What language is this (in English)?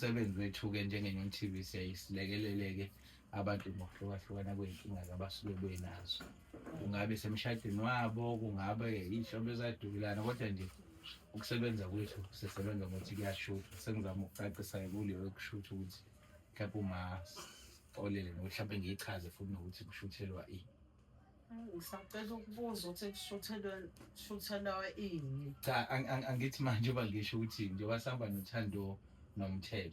Zulu